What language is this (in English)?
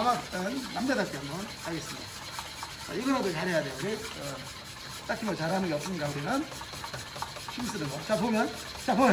Korean